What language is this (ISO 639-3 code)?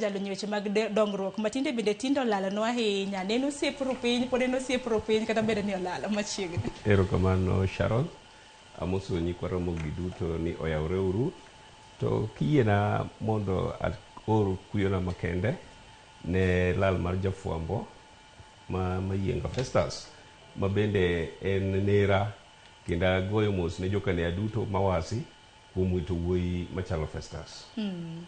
luo